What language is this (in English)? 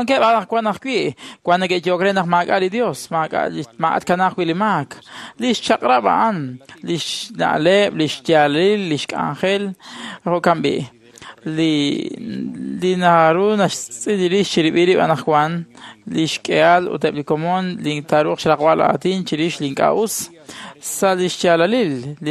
Kekchí